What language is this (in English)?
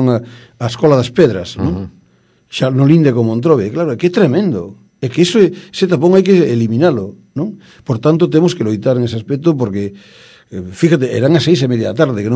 Galician